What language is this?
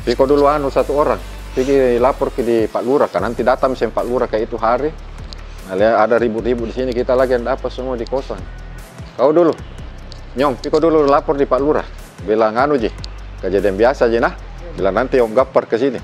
Makassar Malay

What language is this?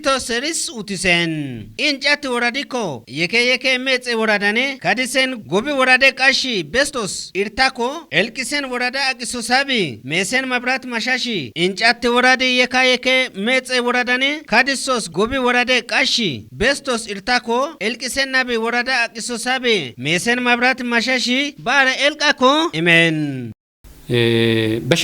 Kafa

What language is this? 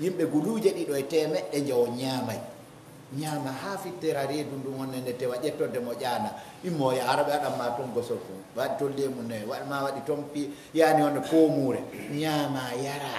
Pular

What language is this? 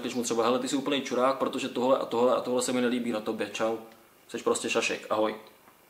Czech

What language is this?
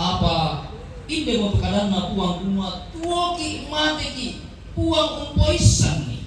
Toraja-Sa'dan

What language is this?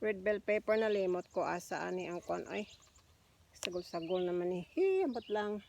Cebuano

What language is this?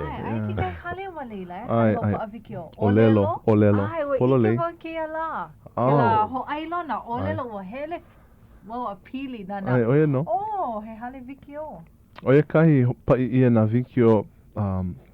Hawaiian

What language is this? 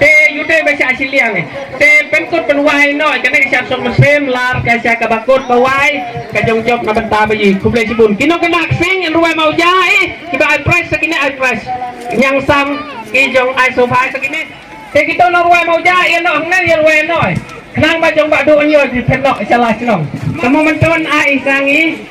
Khasi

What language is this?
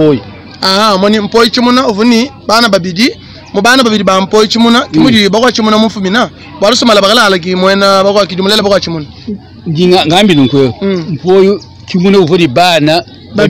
Luba-Lulua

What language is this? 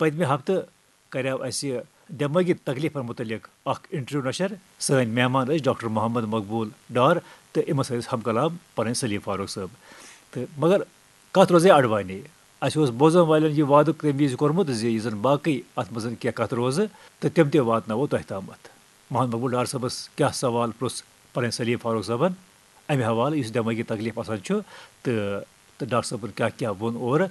Kashmiri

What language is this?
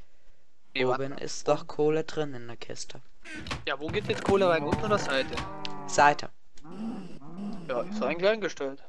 German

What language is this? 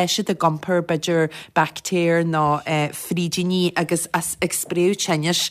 Irish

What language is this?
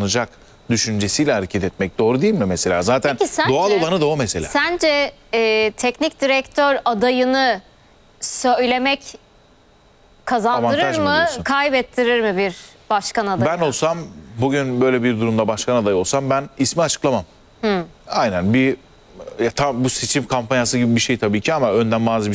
Turkish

